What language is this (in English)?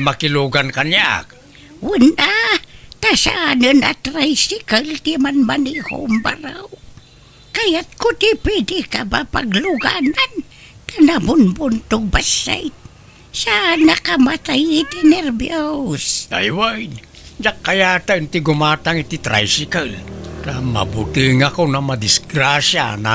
Iloko